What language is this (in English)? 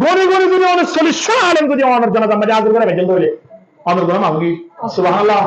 Rohingya